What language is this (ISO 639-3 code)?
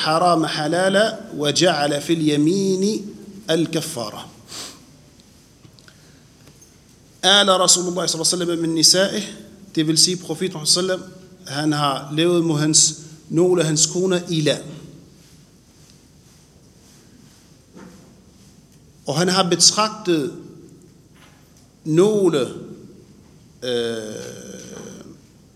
dan